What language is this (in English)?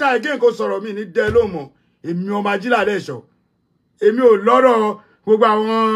Yoruba